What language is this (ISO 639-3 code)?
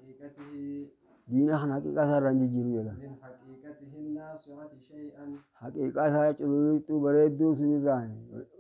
orm